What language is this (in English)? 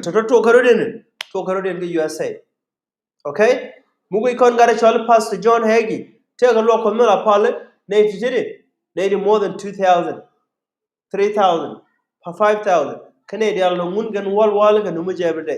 Nuer